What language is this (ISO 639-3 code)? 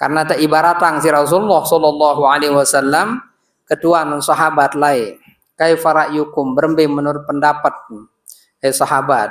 sas